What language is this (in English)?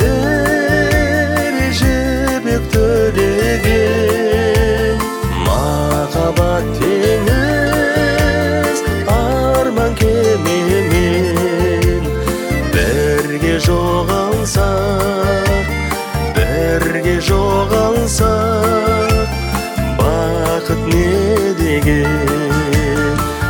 Kazakh